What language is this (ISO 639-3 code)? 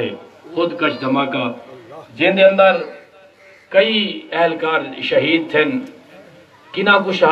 skr